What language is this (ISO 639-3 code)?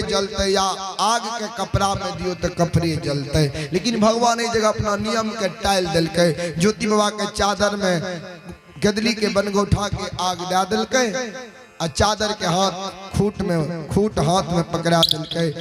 mai